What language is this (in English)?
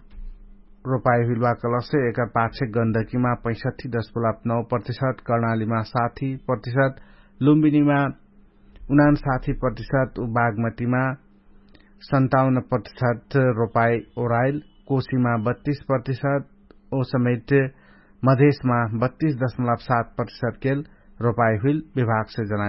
Dangaura Tharu